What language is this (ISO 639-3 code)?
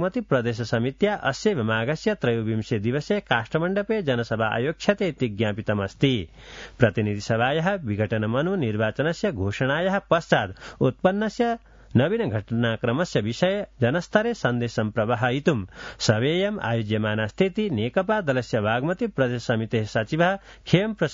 san